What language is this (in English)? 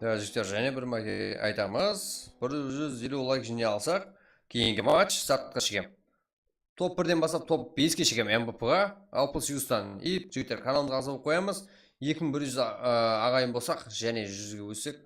Kara-Kalpak